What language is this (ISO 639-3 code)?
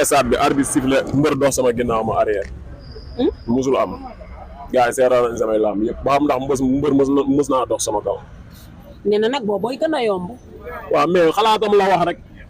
wol